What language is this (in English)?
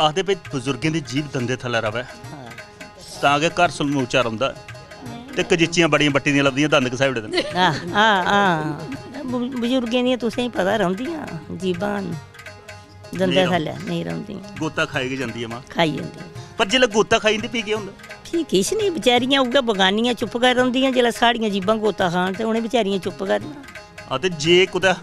Dogri